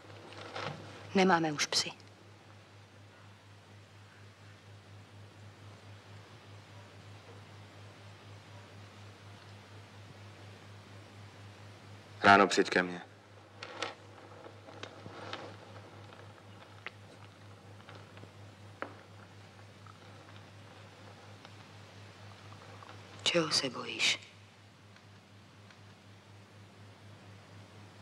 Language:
Czech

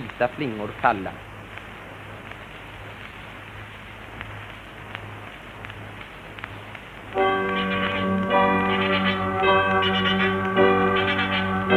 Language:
Swedish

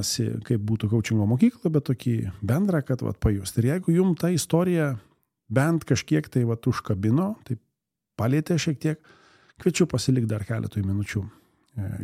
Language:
Lithuanian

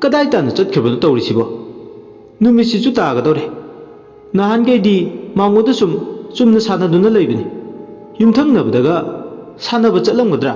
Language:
Manipuri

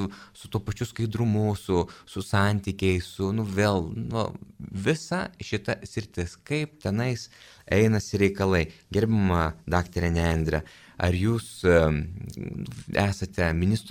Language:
Lithuanian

